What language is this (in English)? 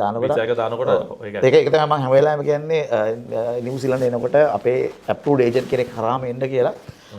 Sinhala